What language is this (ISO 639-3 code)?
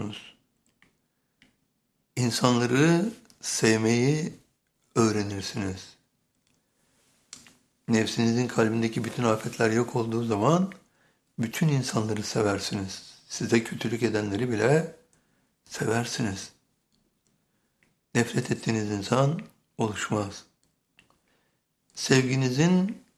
tur